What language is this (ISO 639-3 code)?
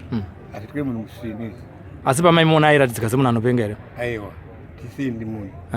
sna